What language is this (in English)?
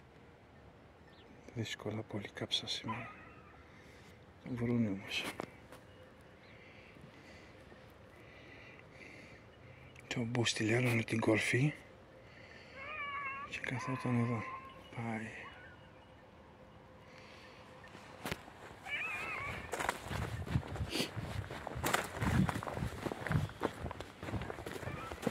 Greek